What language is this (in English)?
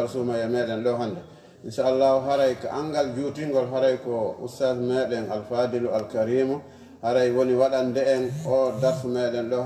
Fula